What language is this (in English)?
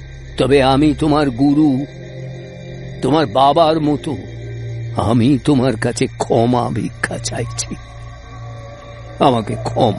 Bangla